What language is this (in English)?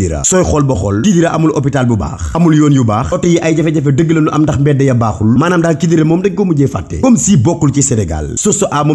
Wolof